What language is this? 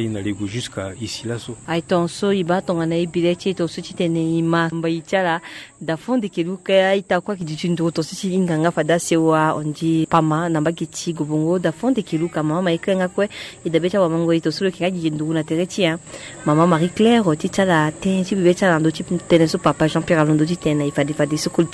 Sango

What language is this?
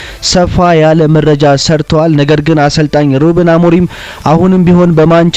Amharic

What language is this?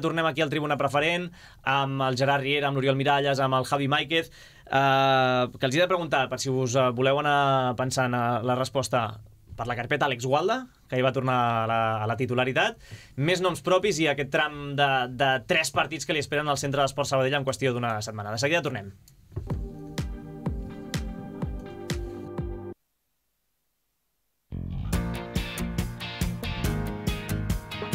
Catalan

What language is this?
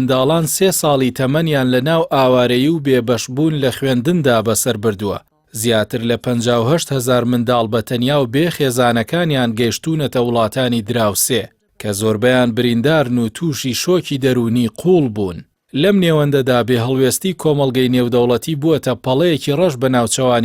Central Kurdish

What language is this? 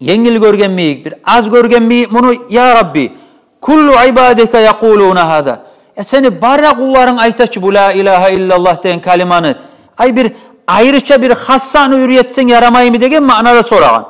Kumyk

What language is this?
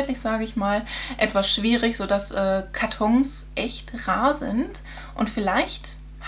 German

